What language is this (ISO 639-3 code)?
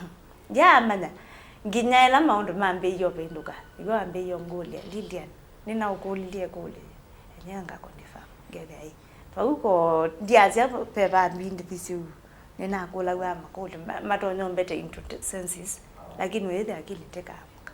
kam